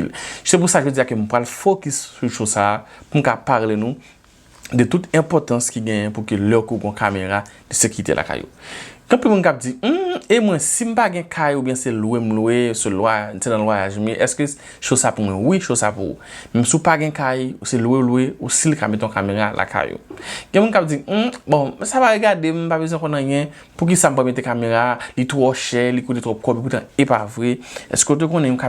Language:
Haitian Creole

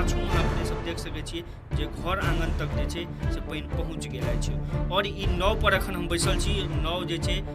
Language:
Maithili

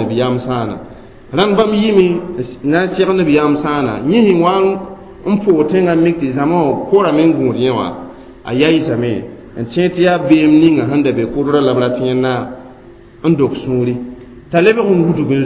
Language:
Mossi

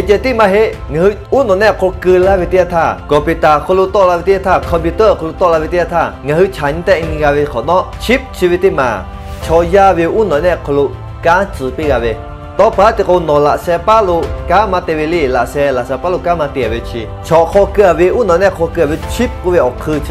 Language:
Lahu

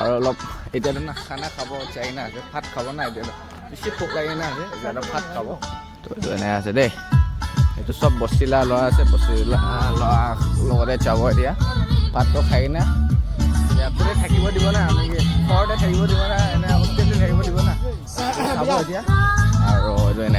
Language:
Naga Pidgin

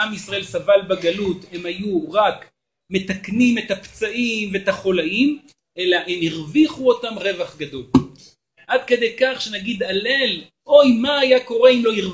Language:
Hebrew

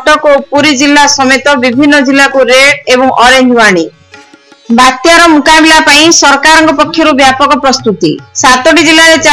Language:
Odia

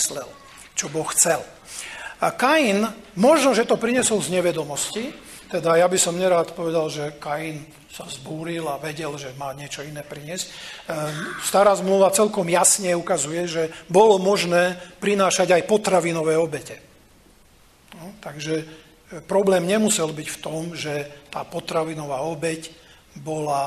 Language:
Slovak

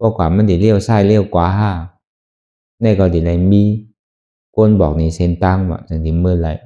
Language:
Shan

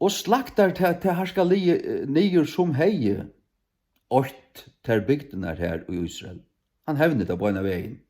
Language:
Faroese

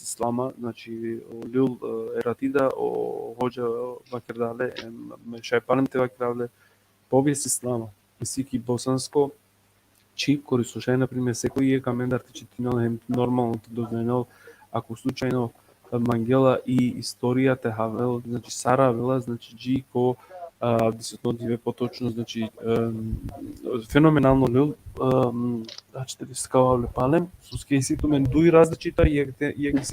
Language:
Balkan Romani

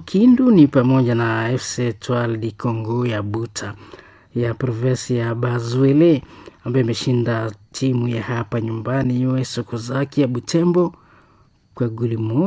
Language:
Swahili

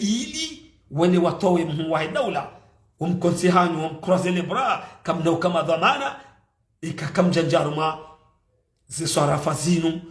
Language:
Ngazidja Comorian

